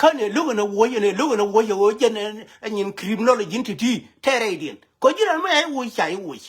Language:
Nuer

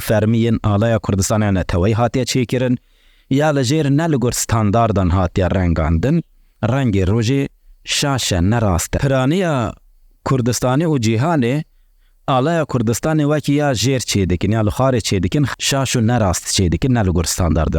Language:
Kurdish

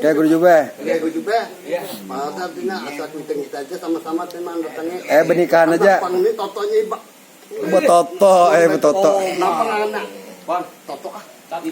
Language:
Banjar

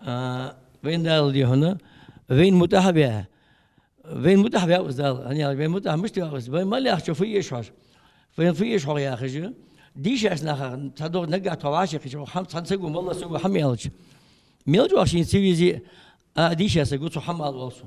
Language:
Ingush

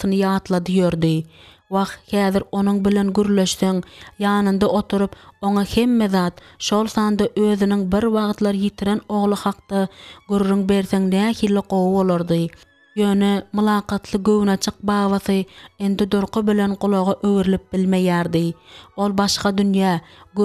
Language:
Turkmen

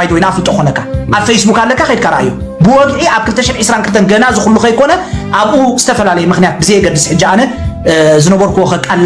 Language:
Tigrinya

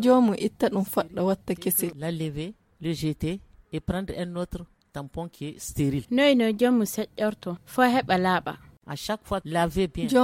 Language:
Nigerian Fulfulde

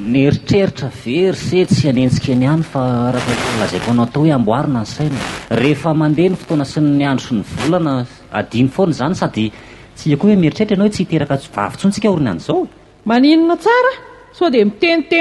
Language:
Malagasy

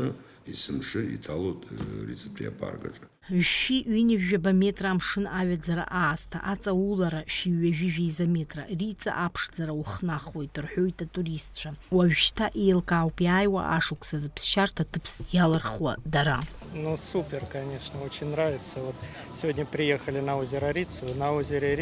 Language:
Abkhazian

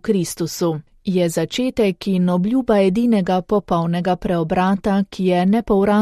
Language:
Slovenian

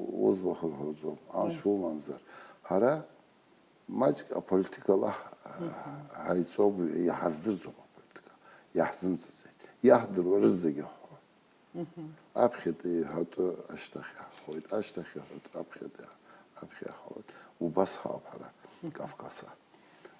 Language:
Abkhazian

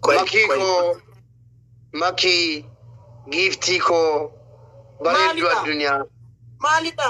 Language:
Oromo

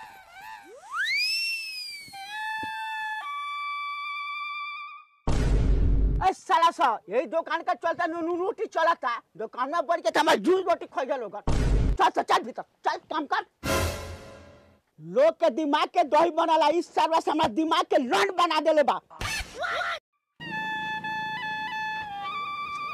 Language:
Bhojpuri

